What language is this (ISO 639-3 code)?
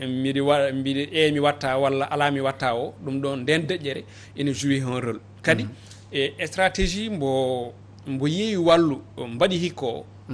ful